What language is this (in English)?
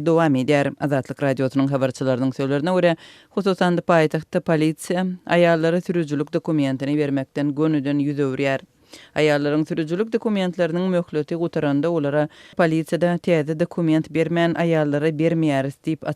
Turkmen